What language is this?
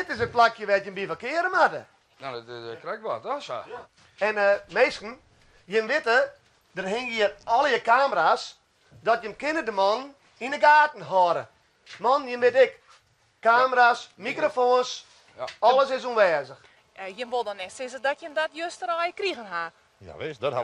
Western Frisian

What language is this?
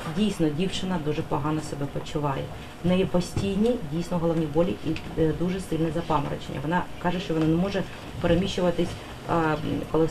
Ukrainian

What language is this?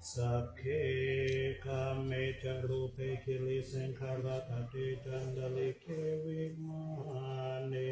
Pali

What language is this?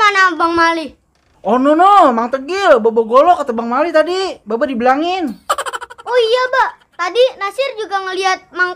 Betawi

